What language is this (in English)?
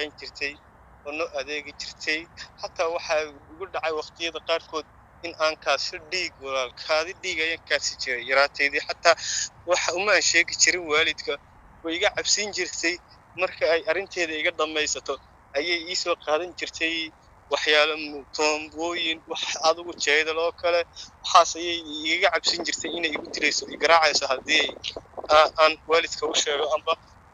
Somali